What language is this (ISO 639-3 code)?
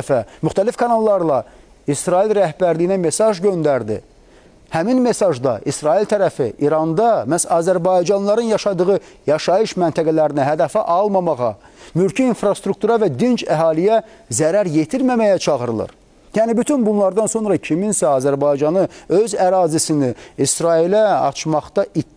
aze